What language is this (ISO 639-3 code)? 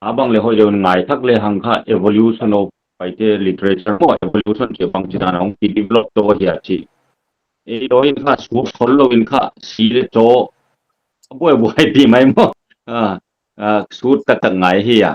pck